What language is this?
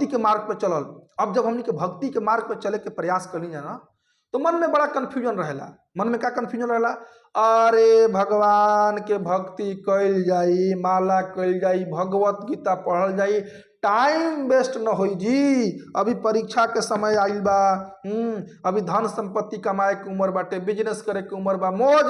Bhojpuri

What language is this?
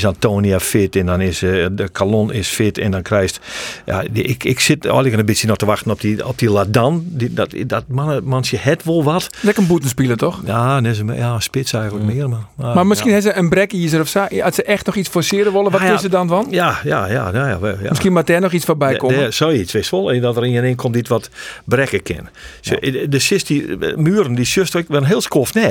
Western Frisian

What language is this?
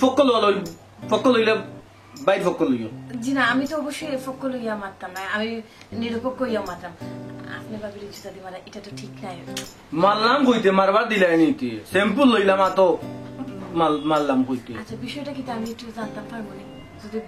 Sylheti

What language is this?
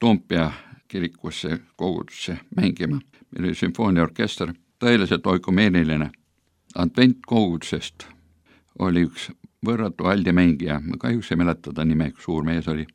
Estonian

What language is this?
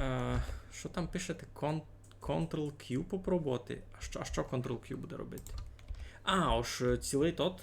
Rusyn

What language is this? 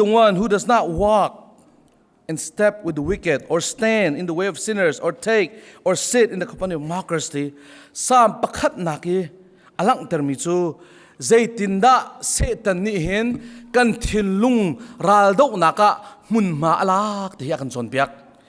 Hakha Chin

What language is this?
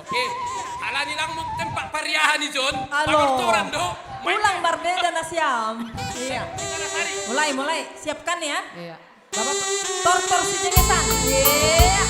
Batak Simalungun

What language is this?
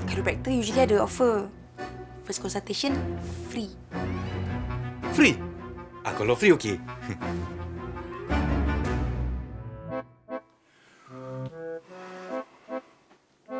Malay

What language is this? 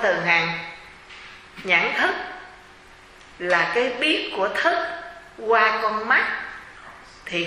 Vietnamese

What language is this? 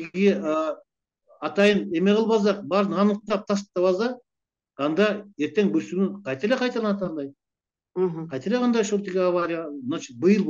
Kyrgyz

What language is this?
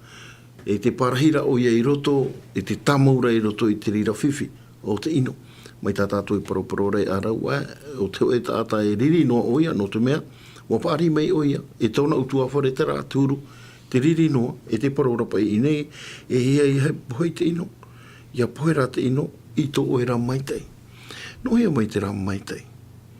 Tahitian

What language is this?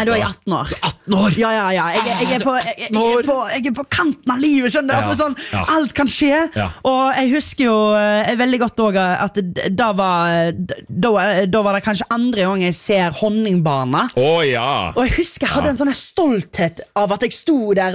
Norwegian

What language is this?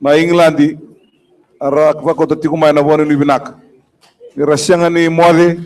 Fijian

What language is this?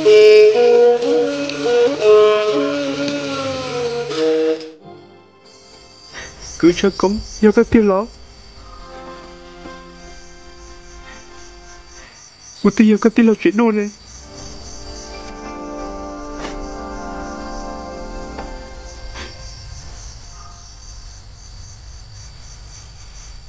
Vietnamese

